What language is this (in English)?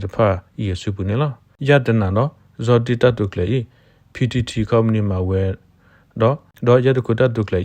S'gaw Karen